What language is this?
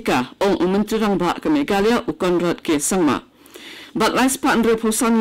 Khasi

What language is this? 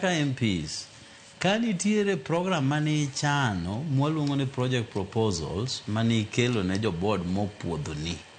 Luo (Kenya and Tanzania)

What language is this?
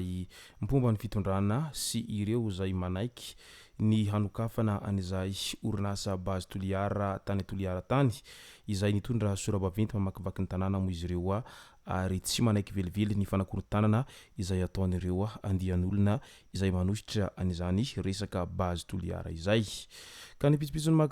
Malagasy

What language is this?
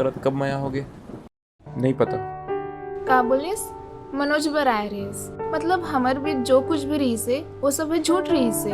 Chhattisgarhi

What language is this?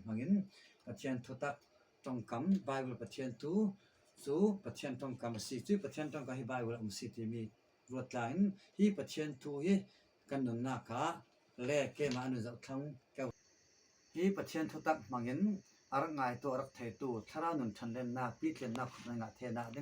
Falam Chin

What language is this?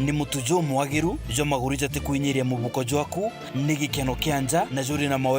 Meru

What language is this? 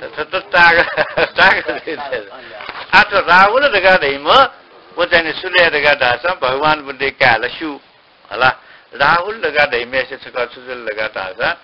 Newari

